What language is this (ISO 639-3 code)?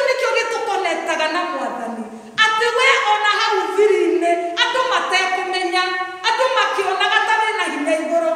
kik